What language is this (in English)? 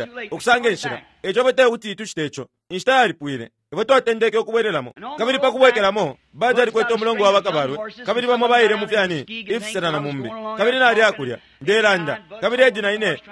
Bemba